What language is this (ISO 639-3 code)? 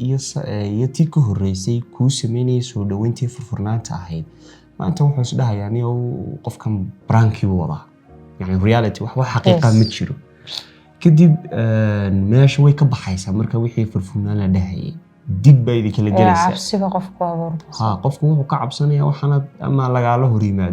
som